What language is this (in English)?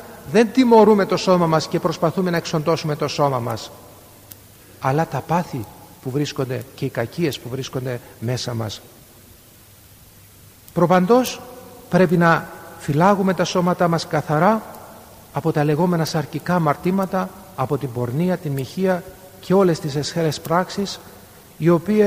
Greek